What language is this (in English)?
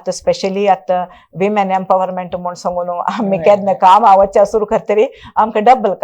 Konkani